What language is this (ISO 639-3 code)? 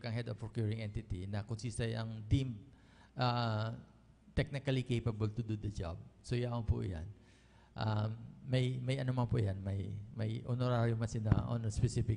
bik